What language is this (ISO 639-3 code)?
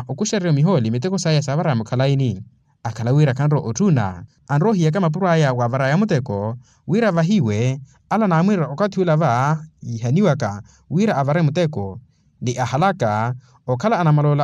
vmw